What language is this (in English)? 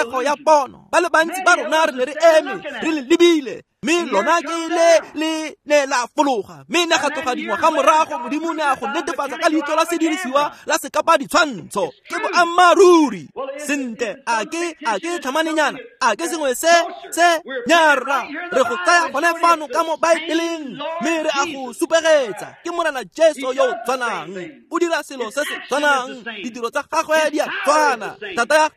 Tswana